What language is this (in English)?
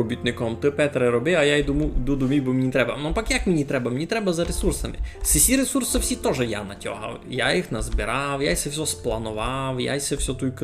Rusyn